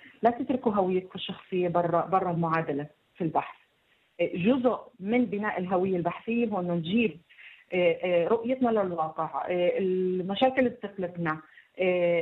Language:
North Levantine Arabic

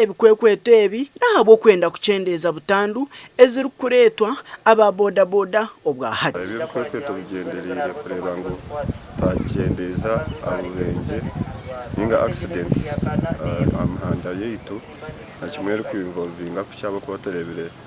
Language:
Nyankole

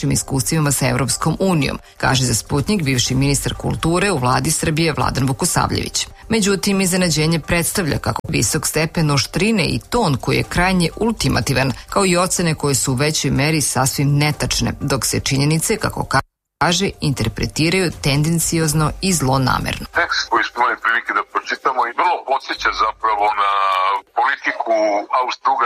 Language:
Serbian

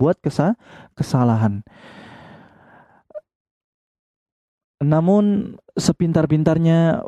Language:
Indonesian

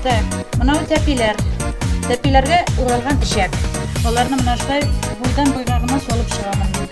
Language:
Tatar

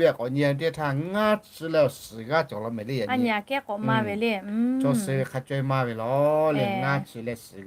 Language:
Lahu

